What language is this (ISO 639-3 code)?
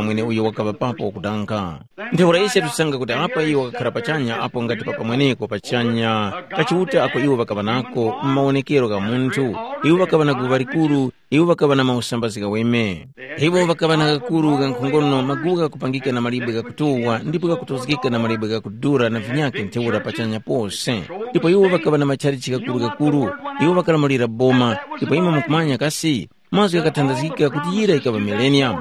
tum